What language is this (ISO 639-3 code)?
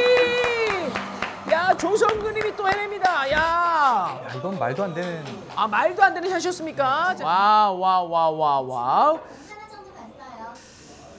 kor